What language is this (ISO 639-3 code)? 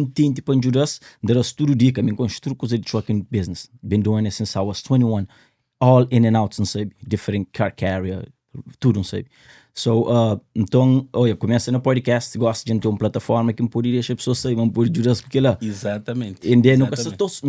kea